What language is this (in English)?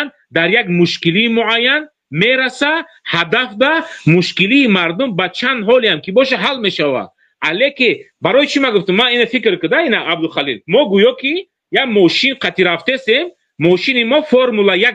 Tajik